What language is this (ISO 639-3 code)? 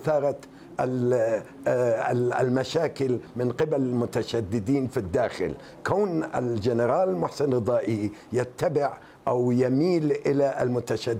ara